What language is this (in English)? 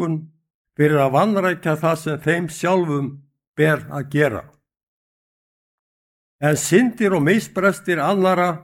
Icelandic